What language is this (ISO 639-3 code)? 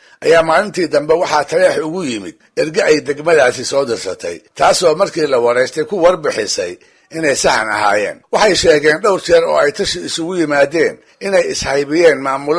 som